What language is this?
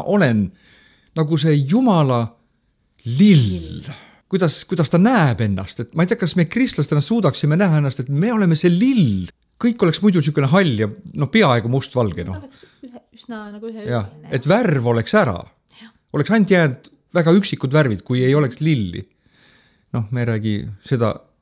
Estonian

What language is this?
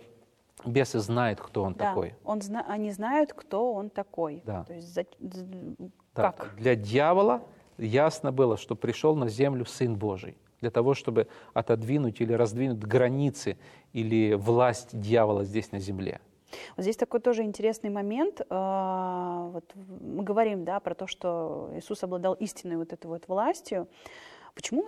Russian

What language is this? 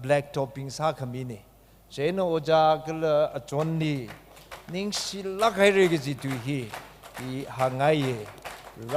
Tangkhul Naga (India)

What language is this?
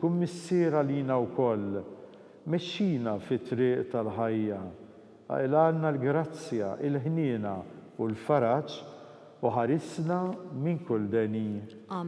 Maltese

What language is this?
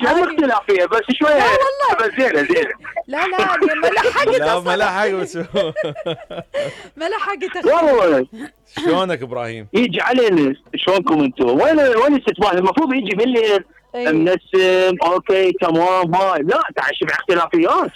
Mesopotamian Arabic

